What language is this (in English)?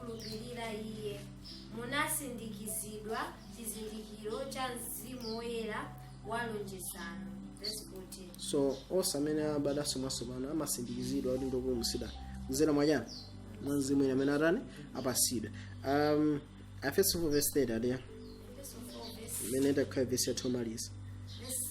Nyanja